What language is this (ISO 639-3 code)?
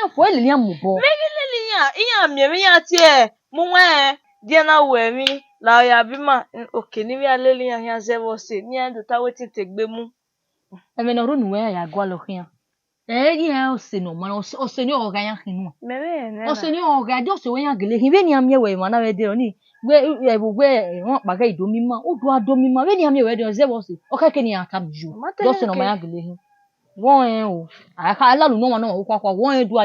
bin